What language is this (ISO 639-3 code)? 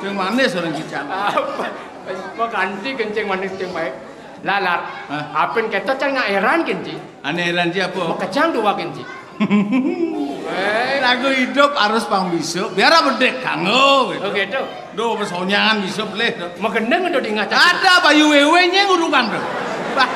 ban